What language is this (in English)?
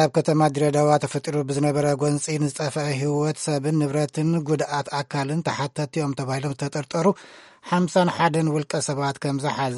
Tigrinya